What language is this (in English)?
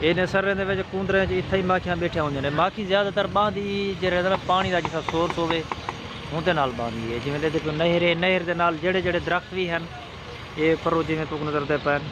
Saraiki